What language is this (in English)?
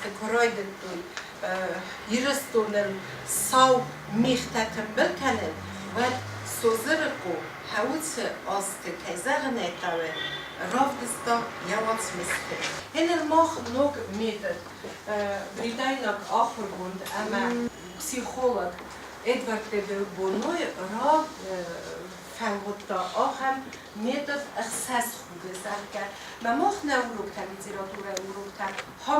Ossetic